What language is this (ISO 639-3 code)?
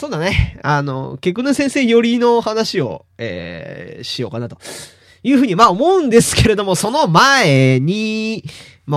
jpn